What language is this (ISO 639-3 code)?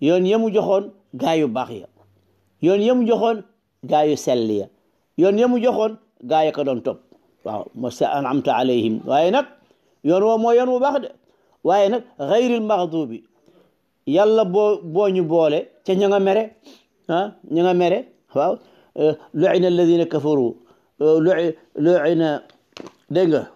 wol